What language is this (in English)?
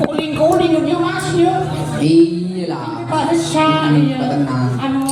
Madurese